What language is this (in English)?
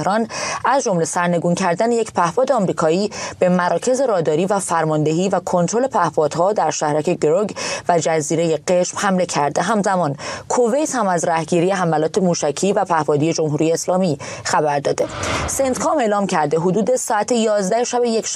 Persian